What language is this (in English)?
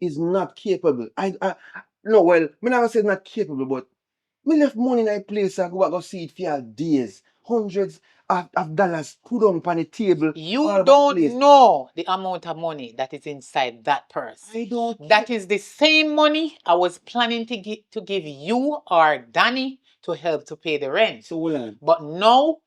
Jamaican Creole English